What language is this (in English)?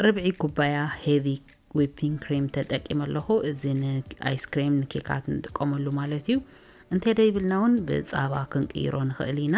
Tigrinya